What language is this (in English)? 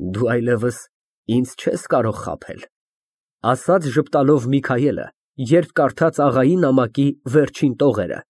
Armenian